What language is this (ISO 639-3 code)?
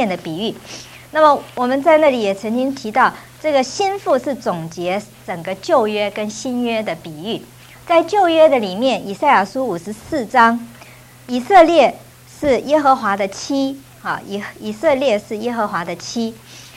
zho